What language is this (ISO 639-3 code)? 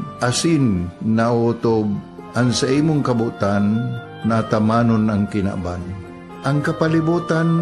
bik